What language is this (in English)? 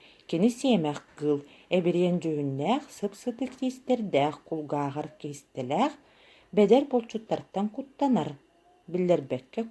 Yakut